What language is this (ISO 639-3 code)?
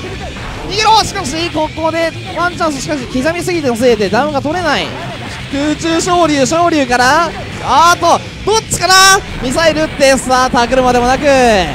jpn